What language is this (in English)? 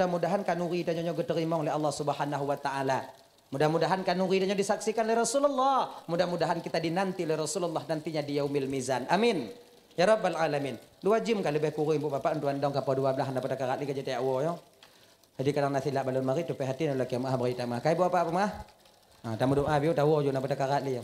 Achinese